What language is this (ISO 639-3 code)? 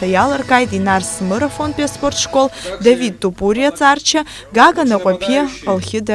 abk